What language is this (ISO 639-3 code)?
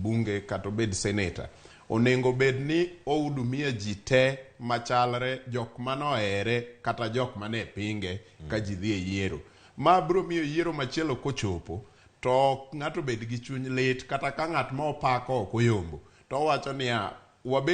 luo